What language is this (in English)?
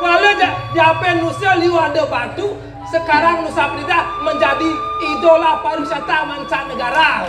Balinese